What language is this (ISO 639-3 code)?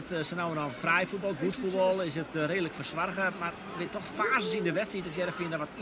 fry